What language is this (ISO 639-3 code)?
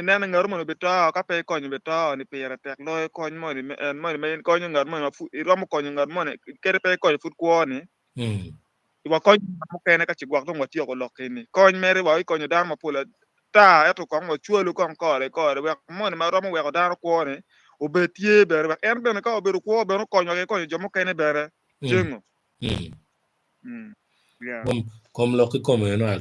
ach